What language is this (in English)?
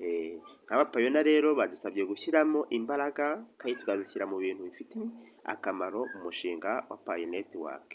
Kinyarwanda